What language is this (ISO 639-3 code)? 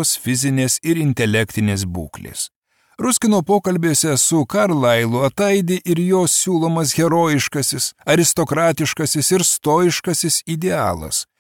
lit